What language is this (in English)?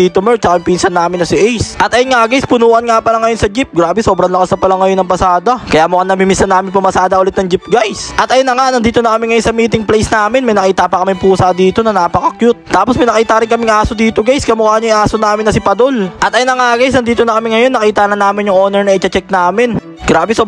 Filipino